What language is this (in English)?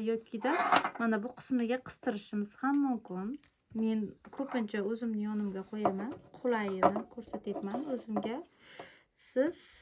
Uzbek